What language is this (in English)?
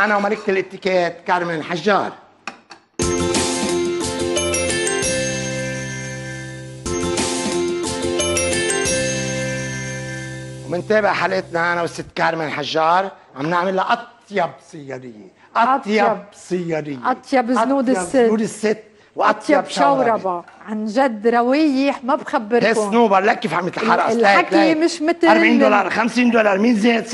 North Levantine Arabic